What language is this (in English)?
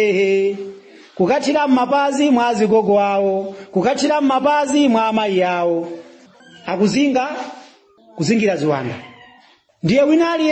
Nyanja